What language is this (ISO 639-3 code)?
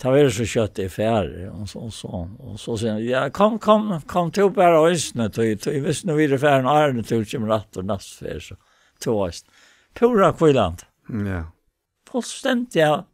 fao